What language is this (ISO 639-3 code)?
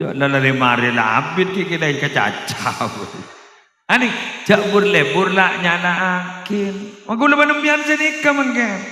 mad